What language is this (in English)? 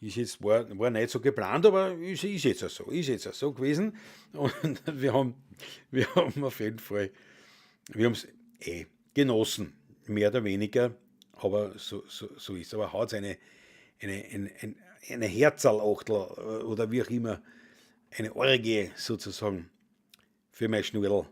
Bavarian